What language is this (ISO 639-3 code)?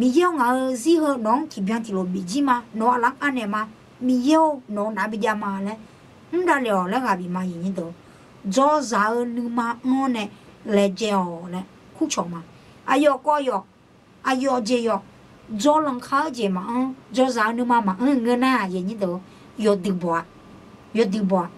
ahk